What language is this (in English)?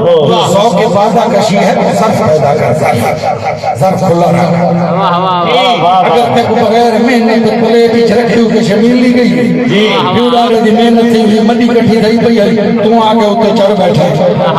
Saraiki